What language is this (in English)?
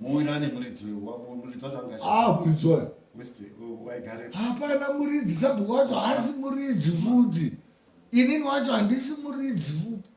Shona